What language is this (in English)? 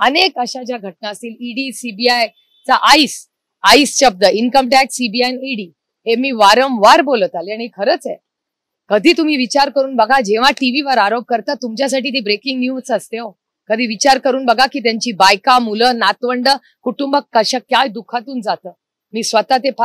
Marathi